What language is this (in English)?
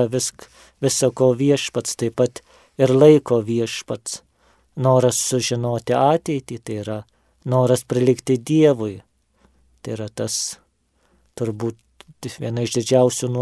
Lithuanian